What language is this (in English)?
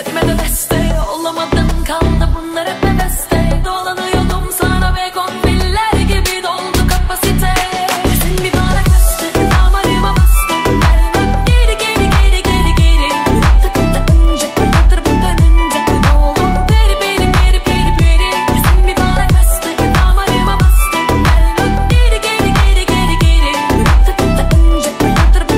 Turkish